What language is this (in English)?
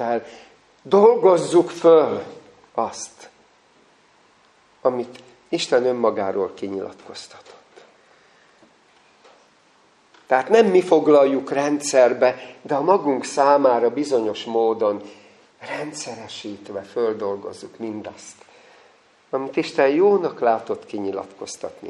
Hungarian